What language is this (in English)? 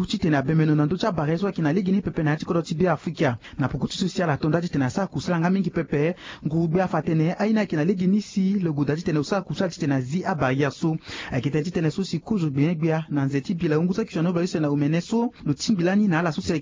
Sango